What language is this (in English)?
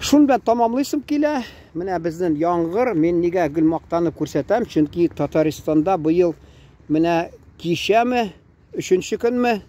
Tatar